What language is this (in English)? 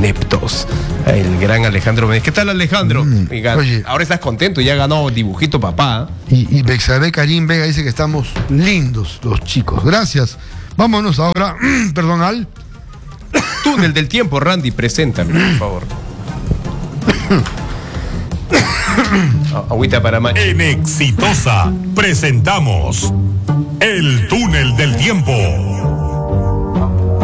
Spanish